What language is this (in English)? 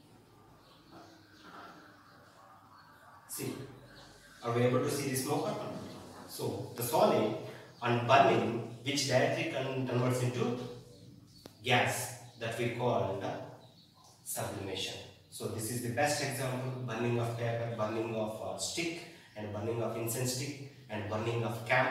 English